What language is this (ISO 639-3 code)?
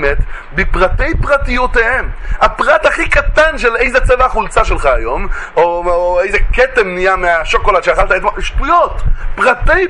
heb